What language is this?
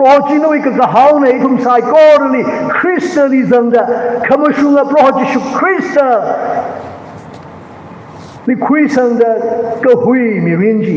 Tangkhul Naga (India)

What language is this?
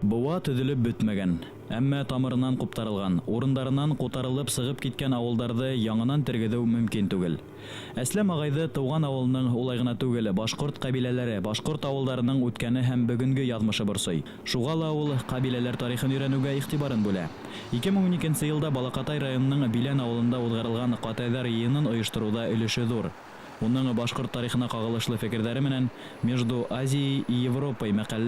Bashkir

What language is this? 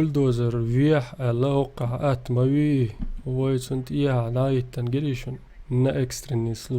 Chechen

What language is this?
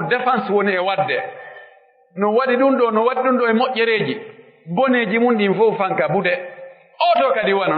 Pular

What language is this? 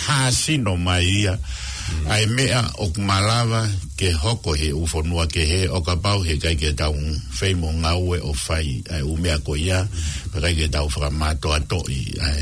Tongan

